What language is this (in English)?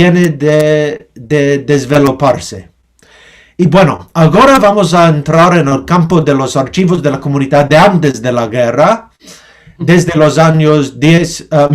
Ladino